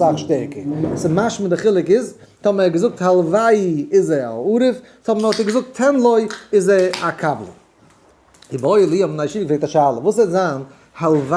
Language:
Yiddish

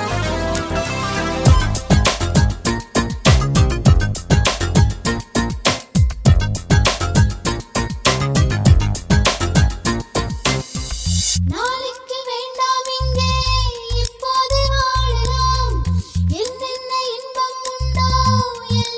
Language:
Tamil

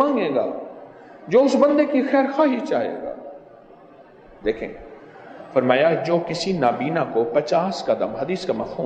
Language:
Urdu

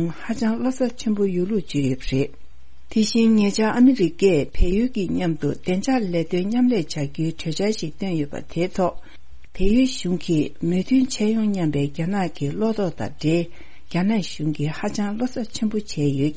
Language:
Tibetan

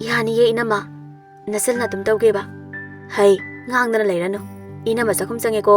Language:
Manipuri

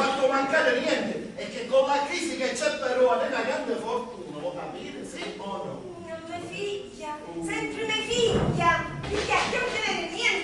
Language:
Sicilian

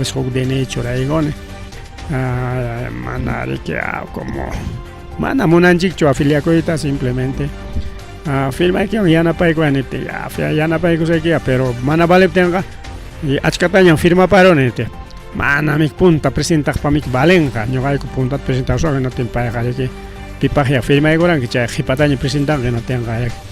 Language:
Ayacucho Quechua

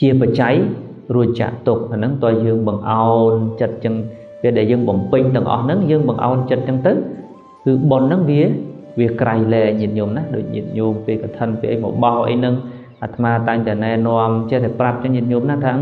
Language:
Khmer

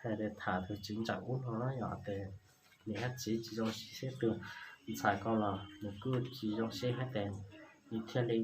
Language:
Hmong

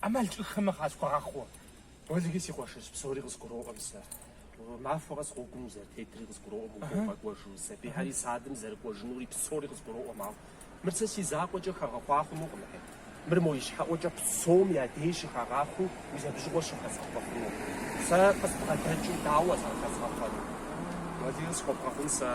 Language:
Kabardian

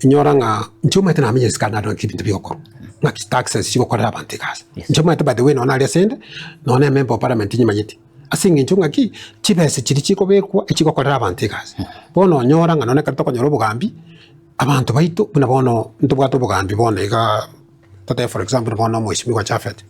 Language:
Gusii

